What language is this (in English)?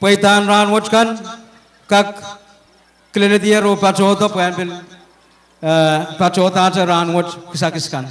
Pohnpeian